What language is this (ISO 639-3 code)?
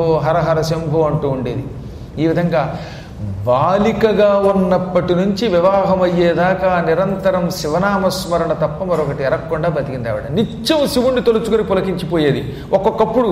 tel